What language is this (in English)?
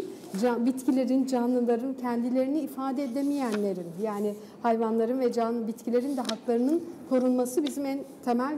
Turkish